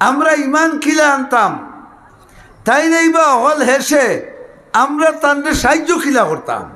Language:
Sylheti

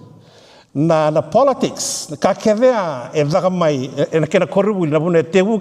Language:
Fijian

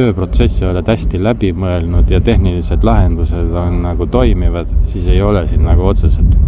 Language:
Estonian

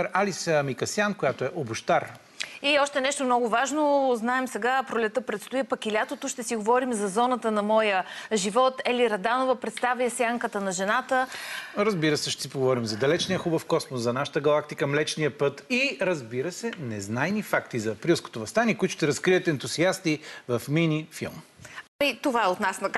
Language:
Bulgarian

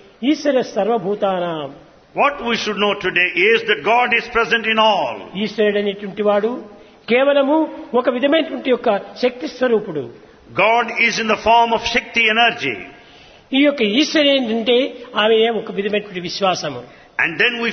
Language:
Telugu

